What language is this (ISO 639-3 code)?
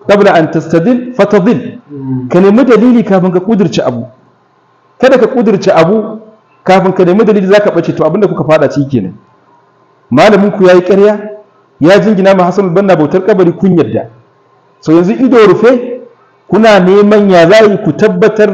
hau